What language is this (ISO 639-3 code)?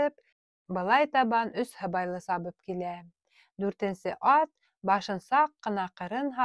bak